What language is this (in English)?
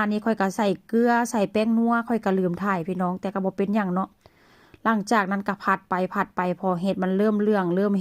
Northeastern Thai